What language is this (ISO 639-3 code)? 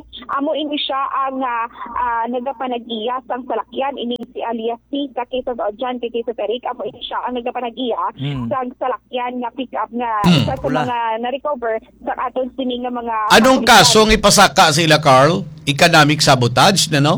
hil